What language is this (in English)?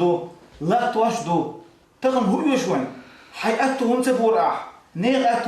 Chechen